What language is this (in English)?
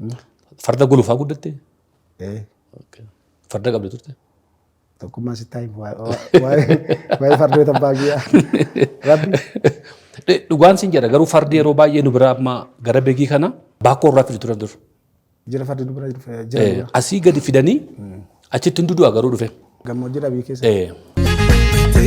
Oromo